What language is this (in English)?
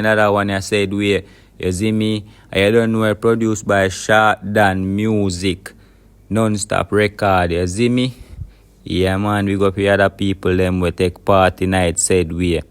Jamaican Creole English